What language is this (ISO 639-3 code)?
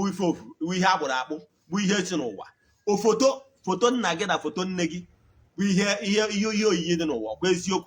ibo